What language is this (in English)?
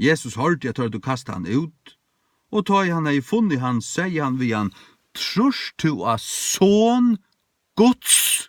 Faroese